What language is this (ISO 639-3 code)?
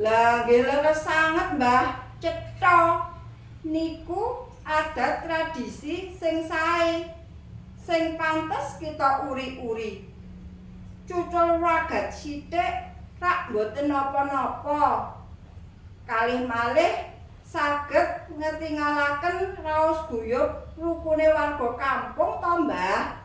jav